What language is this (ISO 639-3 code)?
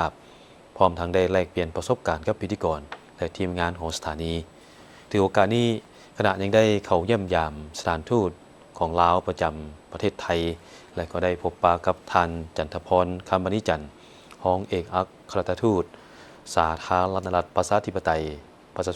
lao